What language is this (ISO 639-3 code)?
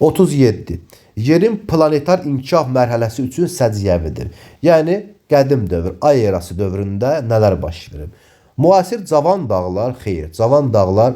aze